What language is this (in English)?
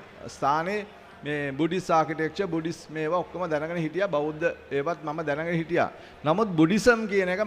Sinhala